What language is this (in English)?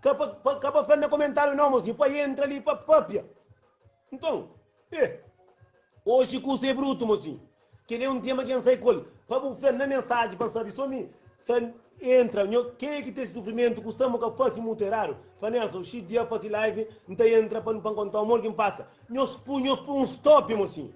Kabuverdianu